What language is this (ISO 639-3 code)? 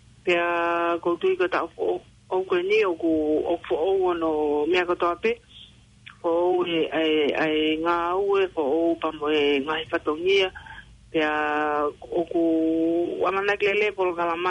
ton